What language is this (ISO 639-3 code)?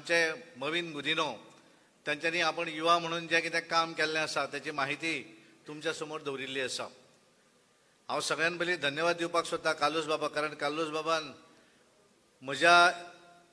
kok